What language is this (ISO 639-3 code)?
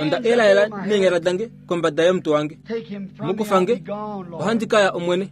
kua